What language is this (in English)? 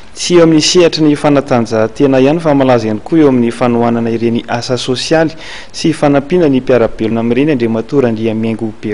Malagasy